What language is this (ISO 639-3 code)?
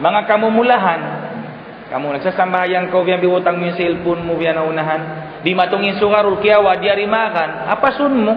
tsg